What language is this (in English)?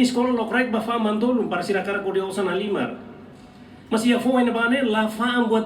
Tetum